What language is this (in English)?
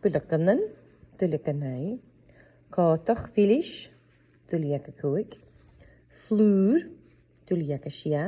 Scottish Gaelic